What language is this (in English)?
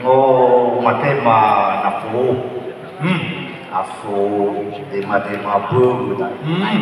Nias